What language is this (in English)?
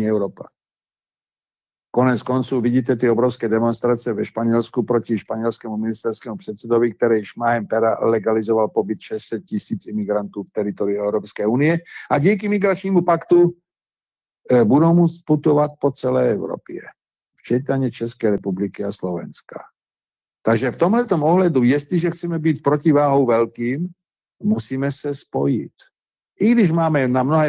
Czech